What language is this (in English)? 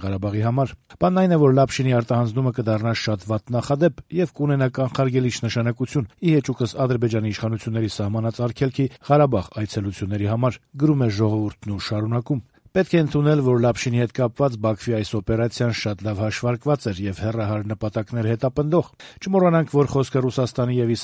Armenian